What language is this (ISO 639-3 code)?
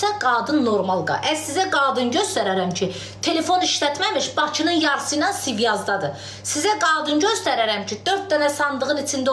aze